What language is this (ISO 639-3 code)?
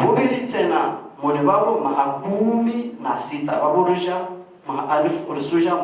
zdj